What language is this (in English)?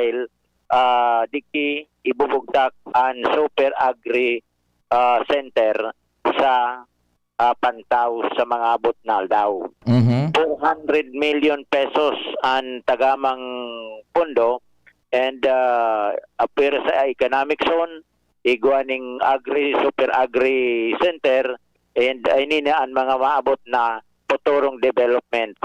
Bikol